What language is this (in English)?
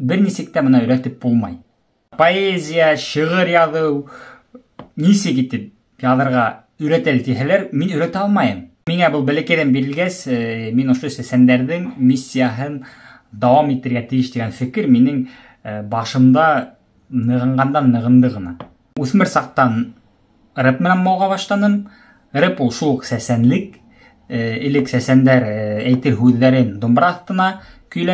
Bashkir